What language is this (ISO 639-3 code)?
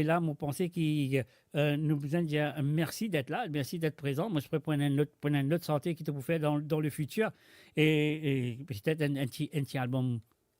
mfe